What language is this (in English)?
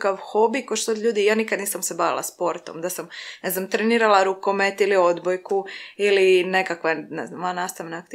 Croatian